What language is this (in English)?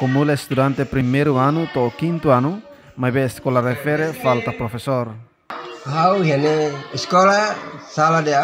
Tetum